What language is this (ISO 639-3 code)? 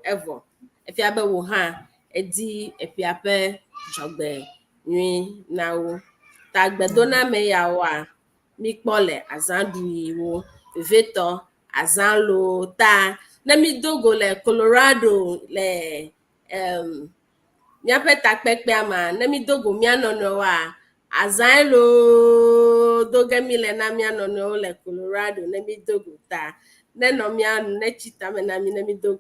ewe